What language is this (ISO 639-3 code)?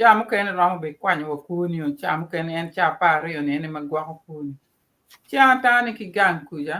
ach